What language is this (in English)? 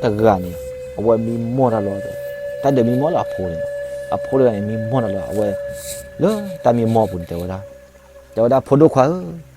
S'gaw Karen